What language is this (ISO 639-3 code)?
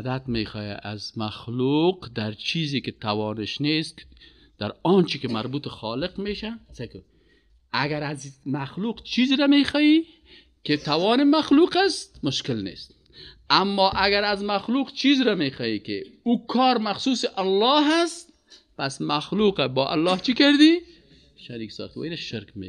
fas